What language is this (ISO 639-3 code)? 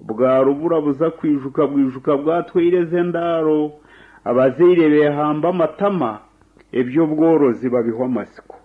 nyn